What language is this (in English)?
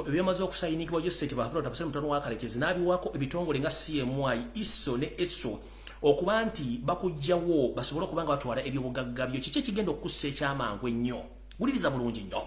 Ganda